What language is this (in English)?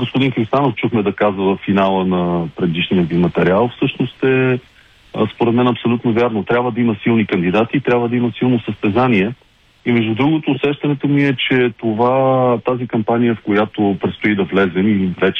Bulgarian